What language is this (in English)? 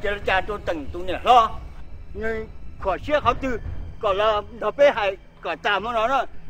Hmong